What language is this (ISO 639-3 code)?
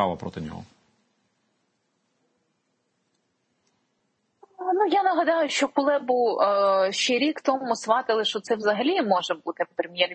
ukr